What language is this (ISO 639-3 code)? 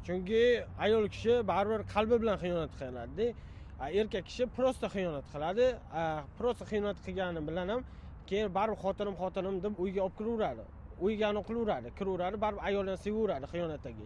uzb